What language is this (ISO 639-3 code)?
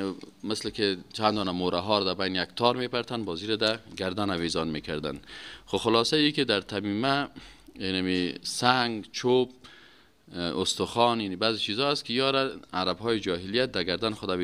fas